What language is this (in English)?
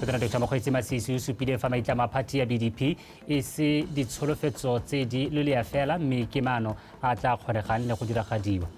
Tswana